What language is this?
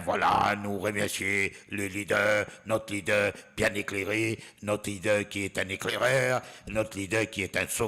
Morisyen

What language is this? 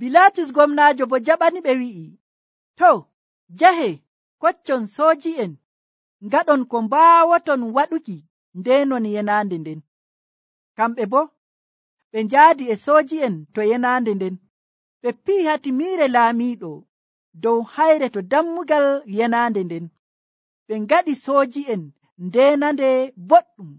Nigerian Fulfulde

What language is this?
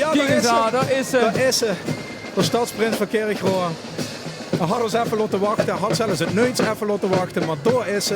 Limburgish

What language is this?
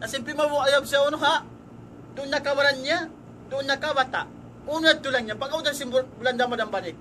Tausug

